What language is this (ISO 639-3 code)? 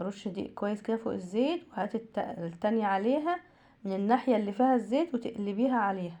arz